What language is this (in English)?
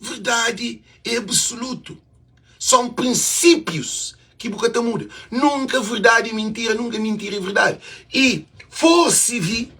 Kabuverdianu